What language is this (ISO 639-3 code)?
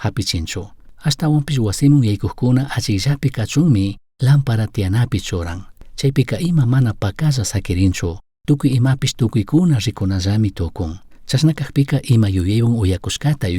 qug